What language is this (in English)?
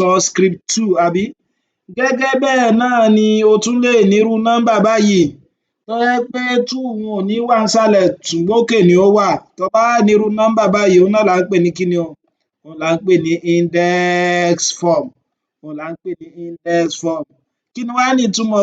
Yoruba